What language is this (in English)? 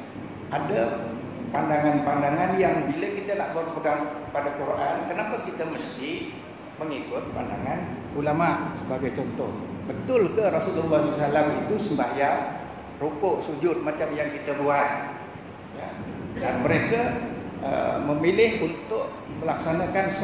Malay